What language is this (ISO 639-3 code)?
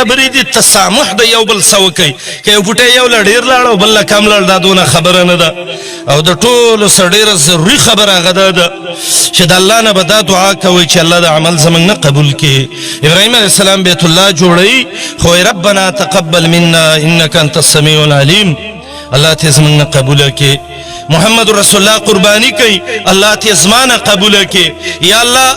pus